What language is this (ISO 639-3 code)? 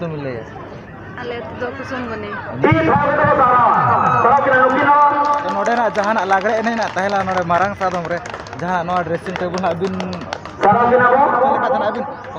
sat